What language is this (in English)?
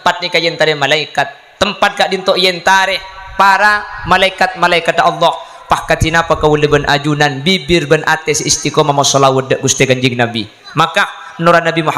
Madurese